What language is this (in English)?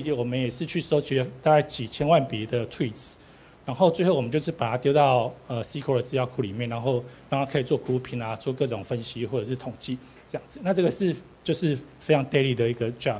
Chinese